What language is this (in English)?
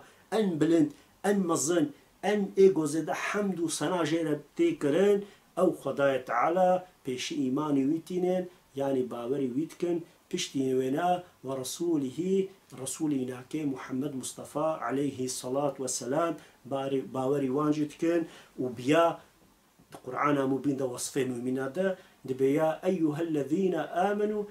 Kurdish